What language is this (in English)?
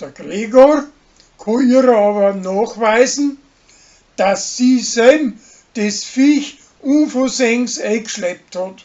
Bavarian